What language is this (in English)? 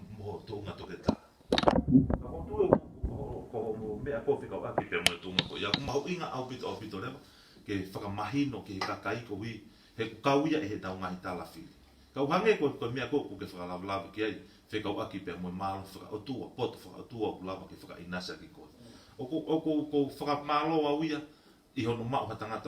Tongan